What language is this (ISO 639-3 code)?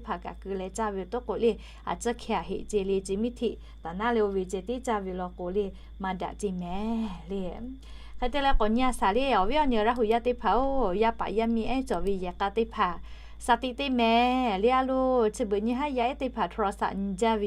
lhu